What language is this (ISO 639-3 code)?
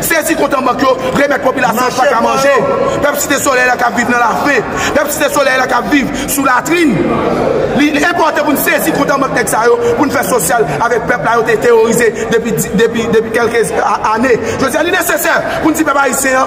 hat